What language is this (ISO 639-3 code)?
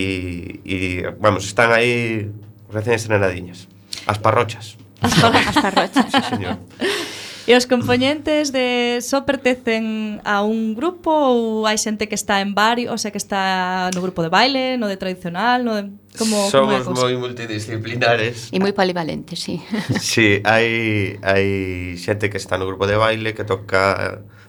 glg